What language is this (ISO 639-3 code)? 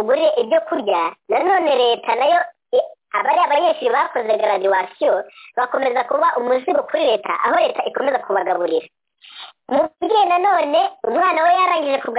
kin